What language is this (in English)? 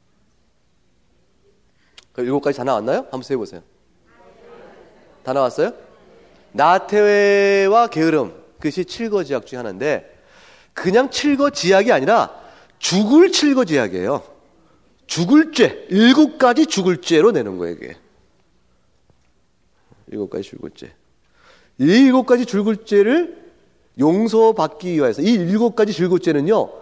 Korean